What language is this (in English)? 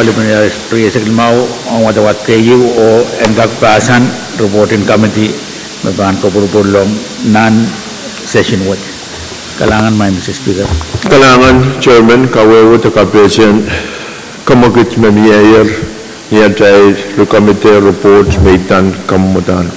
Pohnpeian